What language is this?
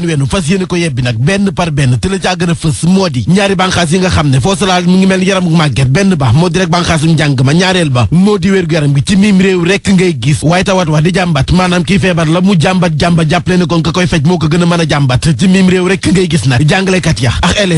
Wolof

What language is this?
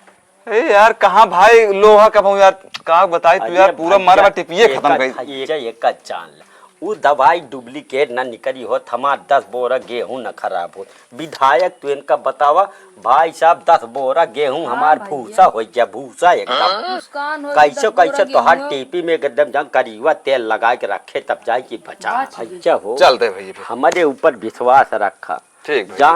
Awadhi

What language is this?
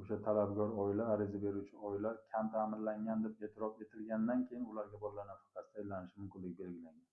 Uzbek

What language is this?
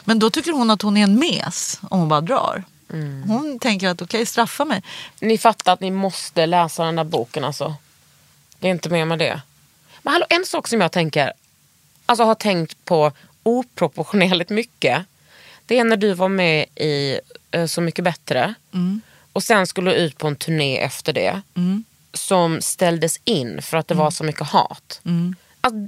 Swedish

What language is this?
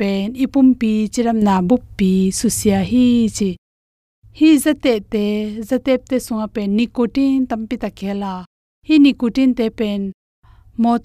Tedim Chin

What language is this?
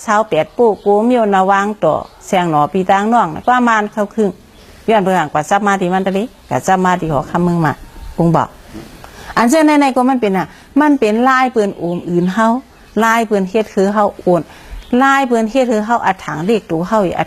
Shan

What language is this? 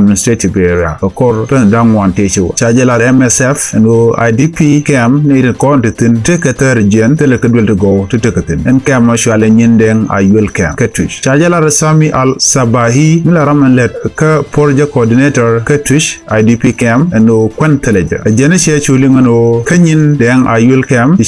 Nuer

